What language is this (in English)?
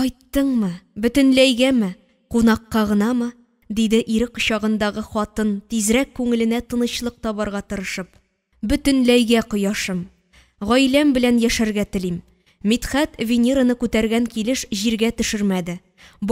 Tatar